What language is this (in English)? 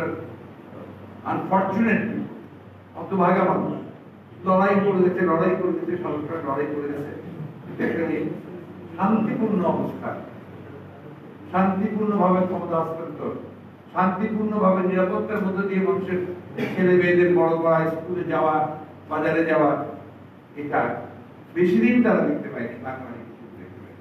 Bangla